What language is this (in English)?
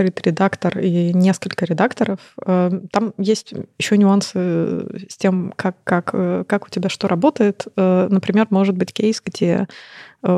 Russian